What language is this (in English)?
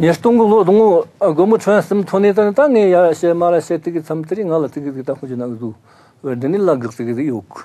Tibetan